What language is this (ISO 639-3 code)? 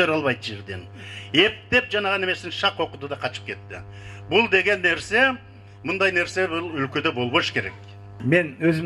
kir